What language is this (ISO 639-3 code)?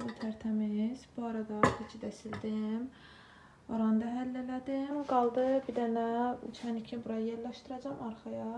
aze